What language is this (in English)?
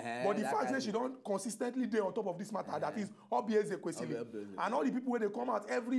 Nigerian Pidgin